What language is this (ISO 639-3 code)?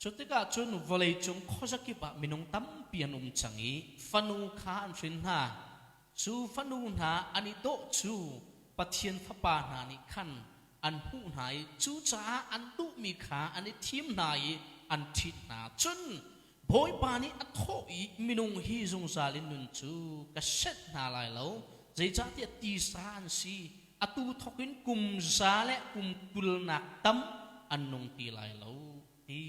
cnh